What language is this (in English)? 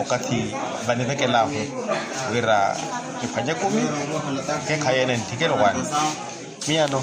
Makhuwa